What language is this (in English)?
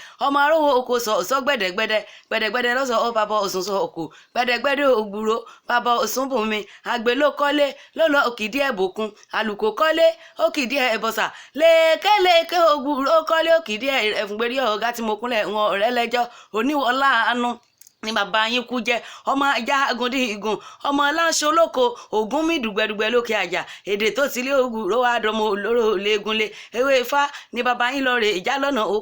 Yoruba